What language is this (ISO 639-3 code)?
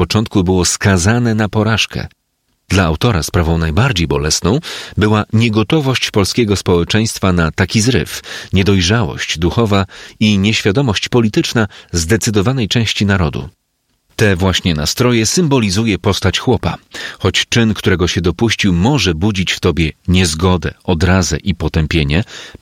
pol